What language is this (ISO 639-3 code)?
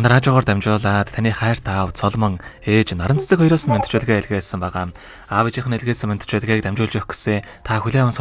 mon